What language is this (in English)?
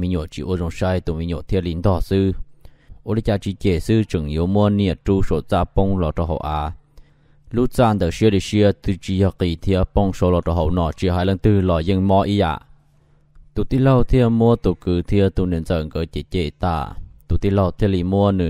Hmong